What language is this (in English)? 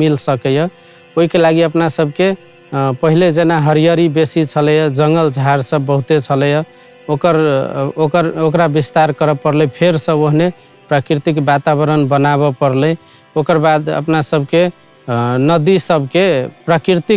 Maithili